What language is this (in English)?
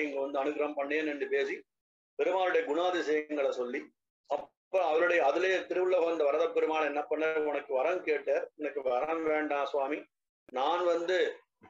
Tamil